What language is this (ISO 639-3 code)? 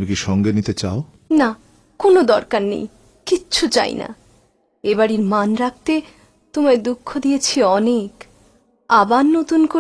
ben